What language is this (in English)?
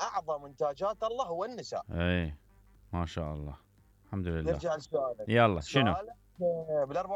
Mesopotamian Arabic